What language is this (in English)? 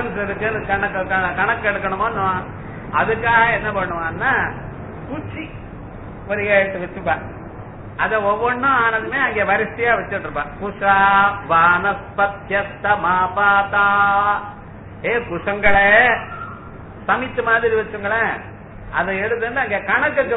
Tamil